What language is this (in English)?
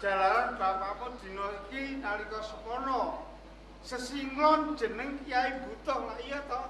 Javanese